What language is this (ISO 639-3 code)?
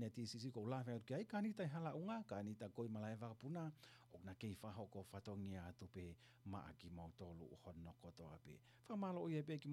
ton